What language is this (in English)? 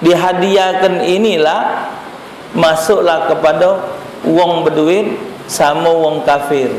Musi